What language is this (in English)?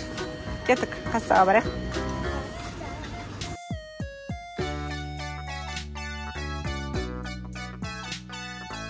Kazakh